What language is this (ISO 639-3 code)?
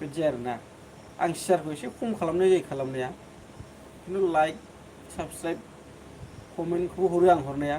brx